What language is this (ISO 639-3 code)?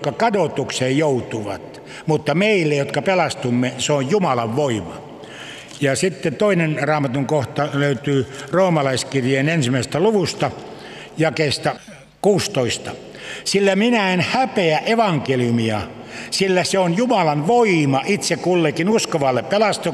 fin